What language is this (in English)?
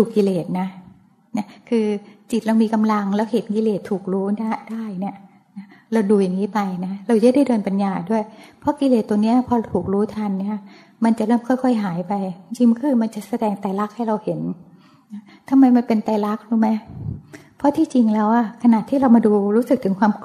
Thai